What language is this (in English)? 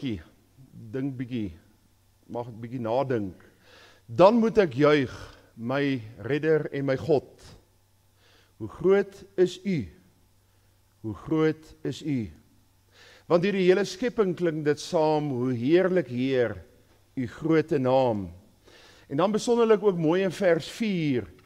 Afrikaans